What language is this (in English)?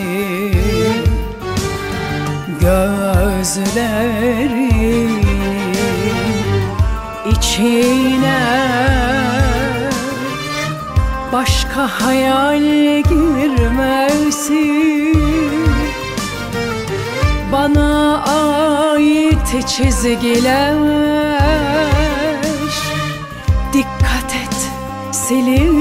Turkish